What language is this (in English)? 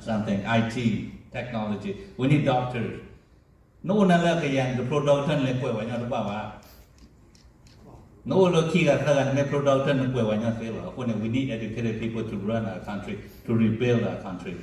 S'gaw Karen